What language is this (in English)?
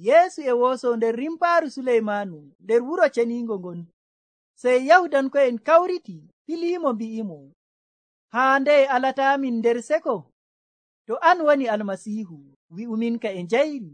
Nigerian Fulfulde